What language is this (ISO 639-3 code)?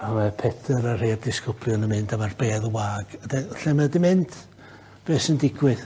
cym